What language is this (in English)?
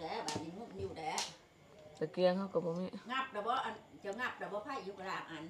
Northeastern Thai